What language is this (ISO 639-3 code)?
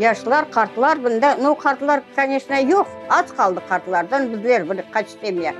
crh